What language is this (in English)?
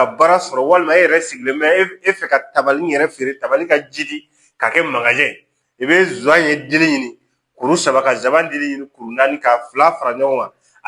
Bambara